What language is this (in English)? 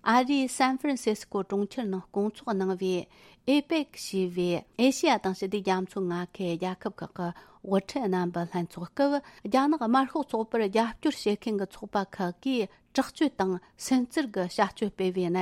Tibetan